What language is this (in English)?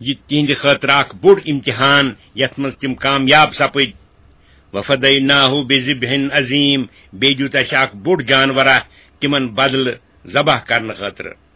Kashmiri